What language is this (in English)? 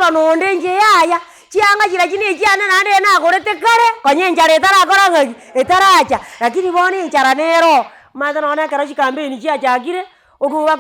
Gusii